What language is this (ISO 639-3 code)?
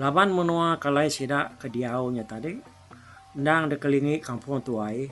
iba